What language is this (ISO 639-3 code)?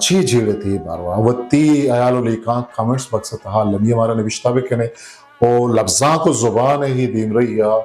bgp